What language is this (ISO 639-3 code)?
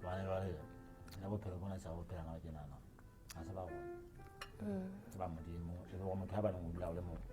sot